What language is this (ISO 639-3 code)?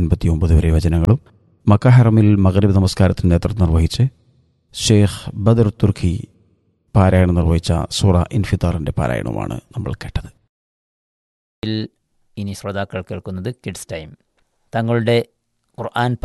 mal